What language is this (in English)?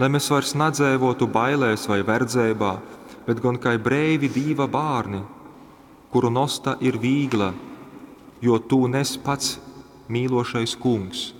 Latgalian